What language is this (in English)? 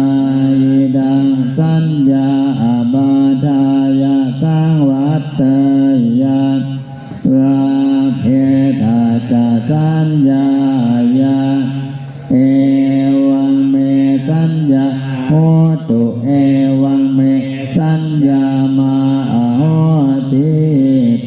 Pali